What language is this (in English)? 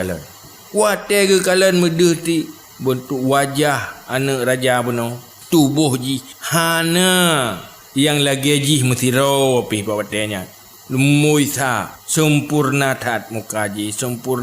Achinese